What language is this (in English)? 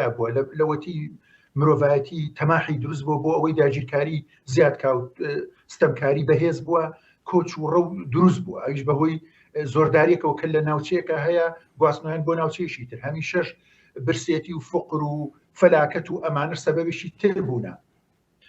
Central Kurdish